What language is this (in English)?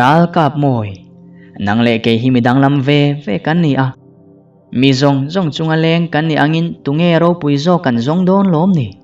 Mizo